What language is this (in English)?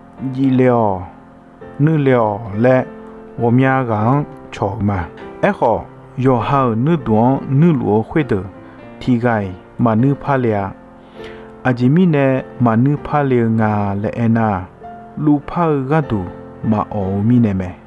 Akha